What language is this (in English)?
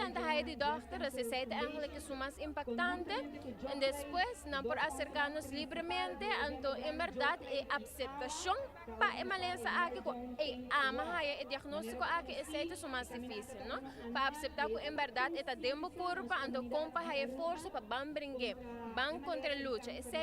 Papiamento